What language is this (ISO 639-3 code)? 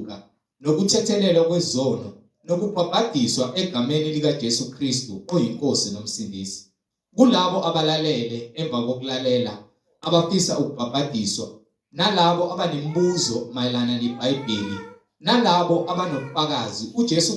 zul